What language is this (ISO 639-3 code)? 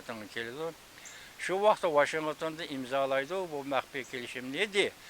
uig